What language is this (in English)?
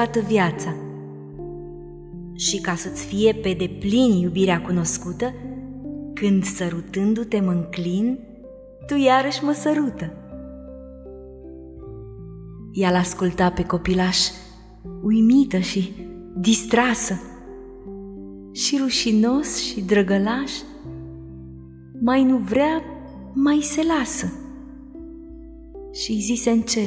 Romanian